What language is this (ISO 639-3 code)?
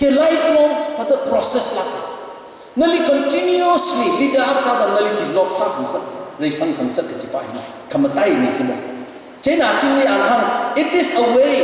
nmf